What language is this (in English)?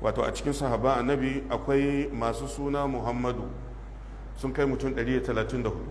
Hausa